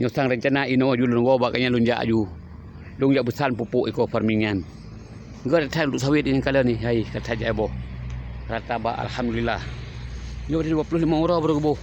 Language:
Achinese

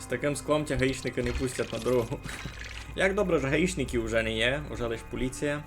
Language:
Rusyn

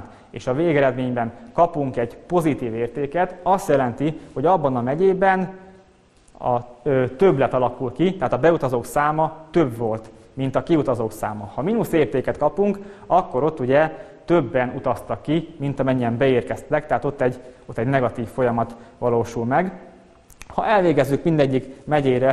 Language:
Hungarian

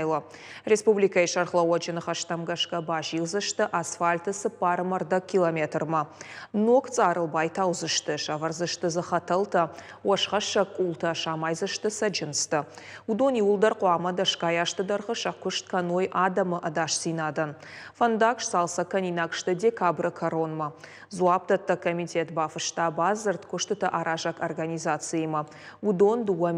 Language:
Ossetic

